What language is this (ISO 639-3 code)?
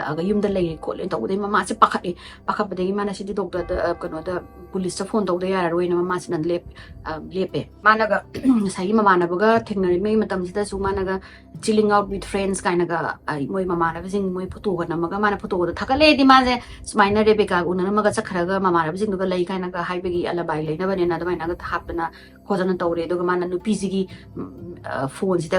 mni